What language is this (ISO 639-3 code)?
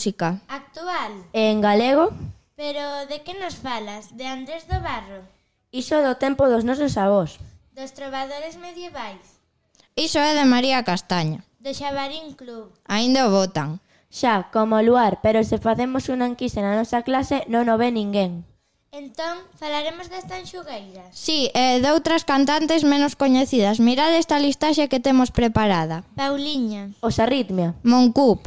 glg